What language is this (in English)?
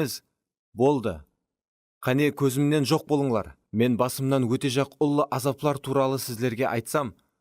Kara-Kalpak